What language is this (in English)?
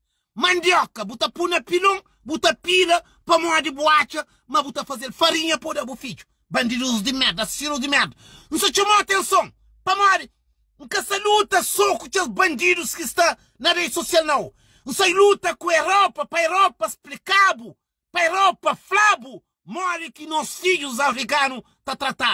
Kabuverdianu